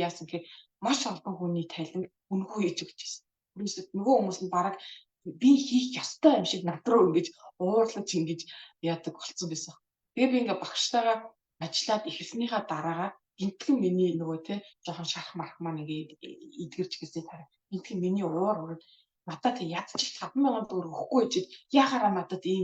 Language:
Mongolian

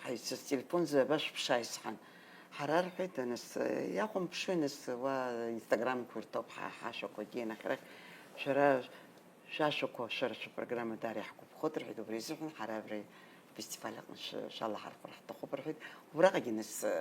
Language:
Abkhazian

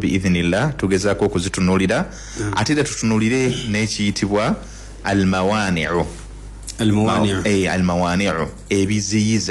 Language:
Ganda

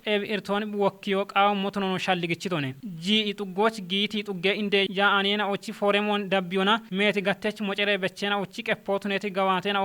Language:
Kafa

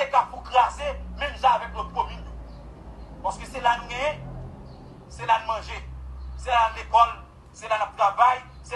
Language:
Haitian Creole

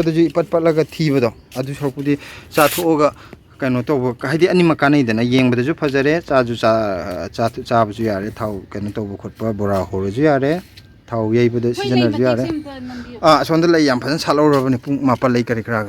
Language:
Manipuri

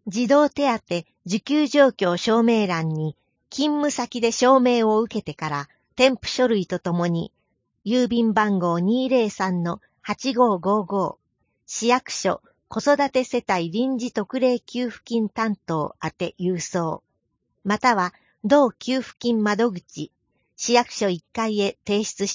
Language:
Japanese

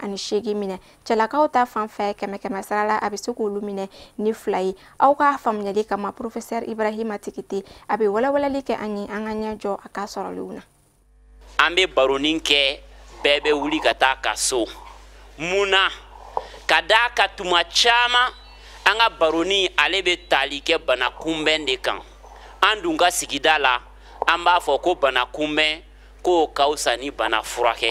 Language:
Bambara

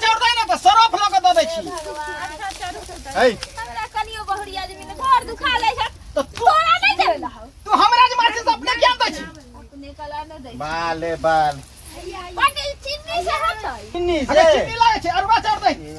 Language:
Maithili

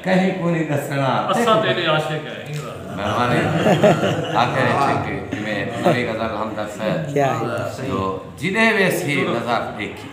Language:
Saraiki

